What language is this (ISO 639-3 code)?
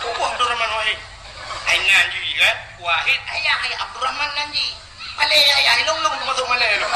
ace